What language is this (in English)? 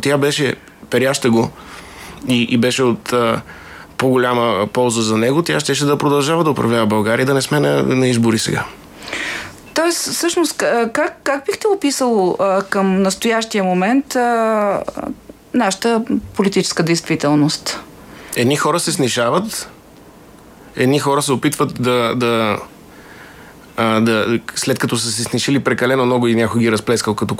Bulgarian